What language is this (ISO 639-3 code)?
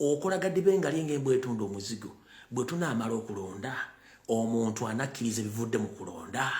lug